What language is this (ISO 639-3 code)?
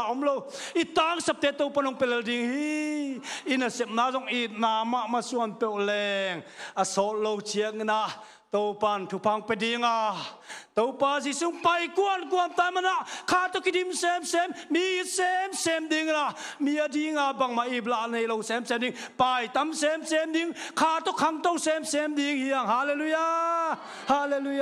ctd